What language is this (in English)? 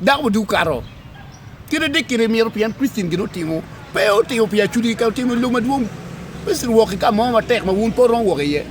Acoli